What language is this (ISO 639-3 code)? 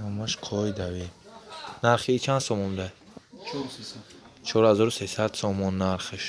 tgk